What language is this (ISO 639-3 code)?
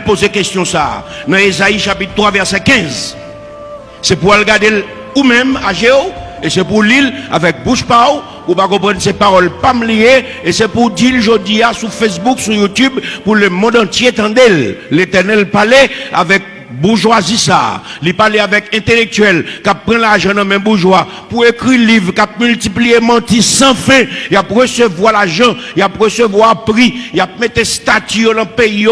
hat